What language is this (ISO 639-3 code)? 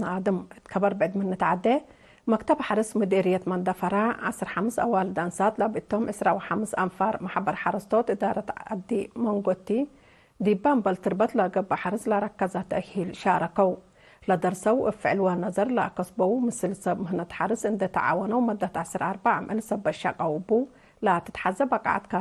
tig